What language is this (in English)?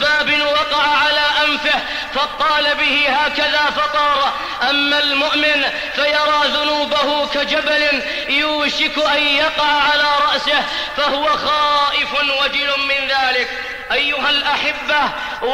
Arabic